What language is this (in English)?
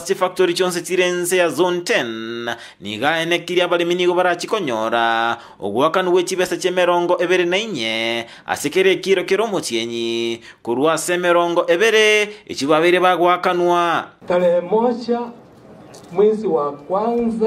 Gusii